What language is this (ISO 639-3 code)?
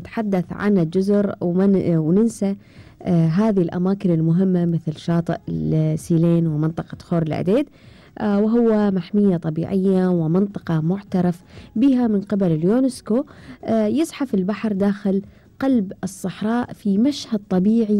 afb